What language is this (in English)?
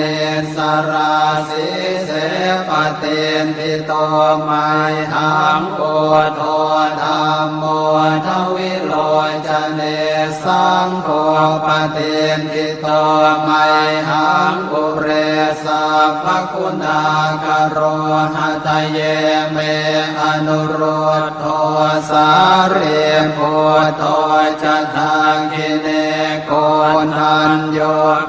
Pali